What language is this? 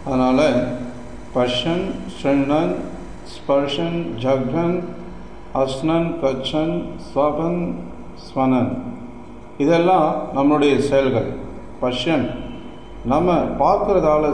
Tamil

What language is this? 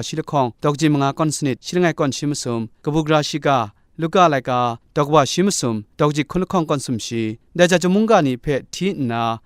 Kachin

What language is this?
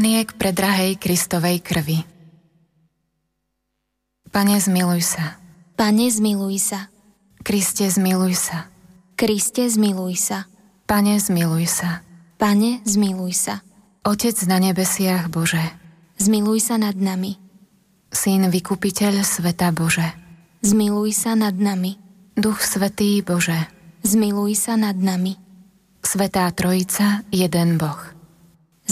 Slovak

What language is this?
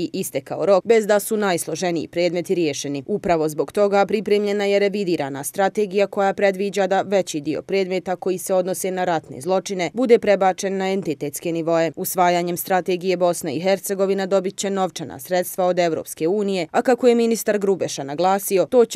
Bosnian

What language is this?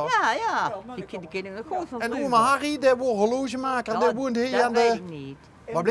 Limburgish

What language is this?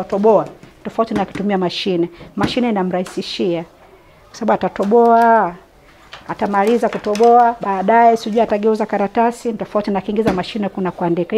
Swahili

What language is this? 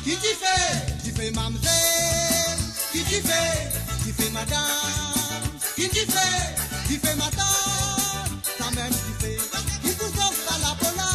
Morisyen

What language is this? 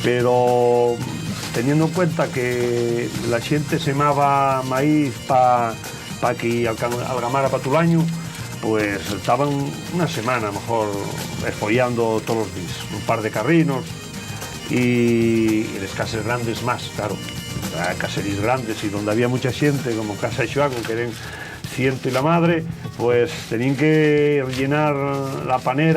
Asturian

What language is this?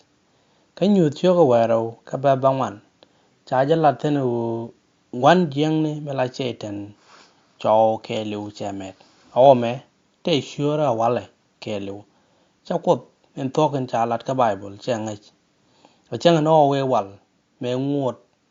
Nuer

